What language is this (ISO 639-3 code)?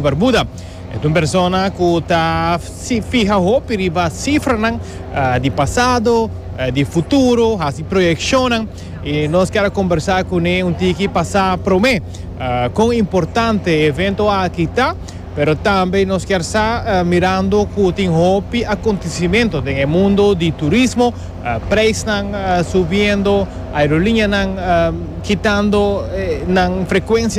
pap